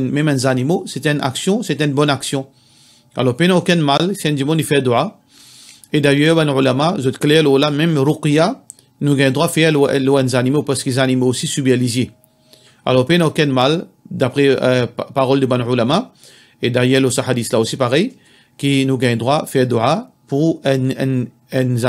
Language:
Morisyen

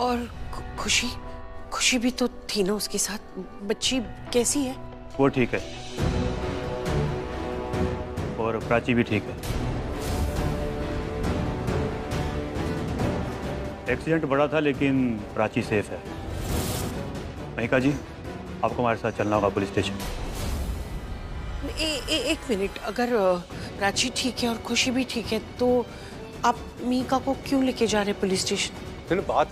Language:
Hindi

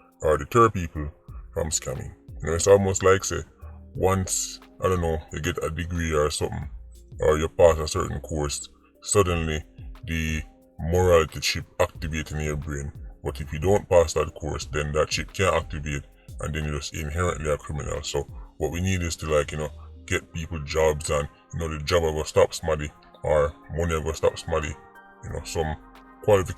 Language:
Jamaican Creole English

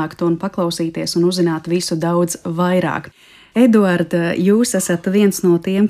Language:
Latvian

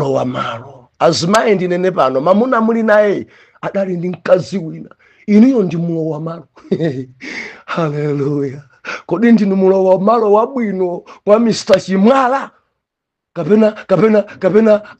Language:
Nyanja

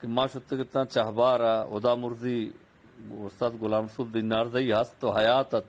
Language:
Eastern Balochi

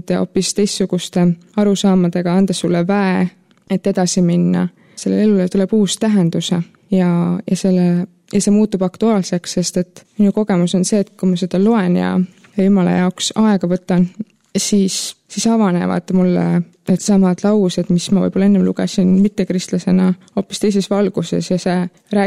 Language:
Estonian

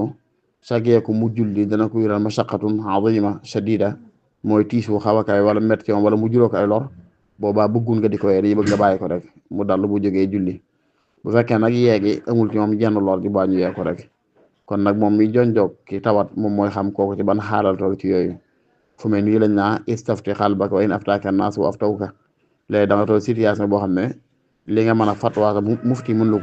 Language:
Wolof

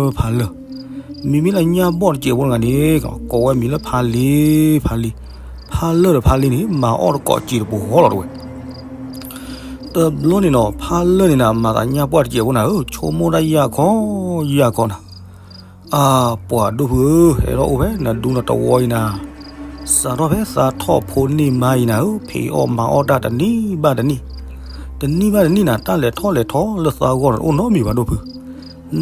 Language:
S'gaw Karen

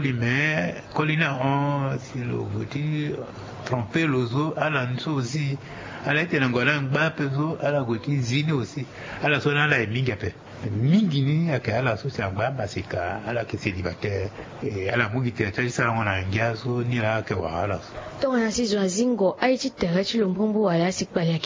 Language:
Sango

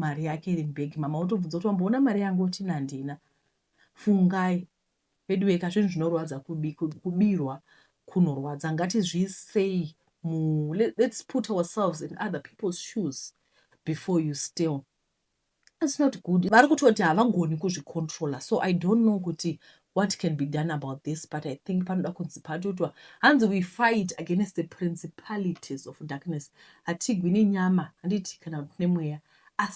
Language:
Shona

